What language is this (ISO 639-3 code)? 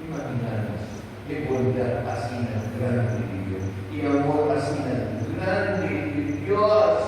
pap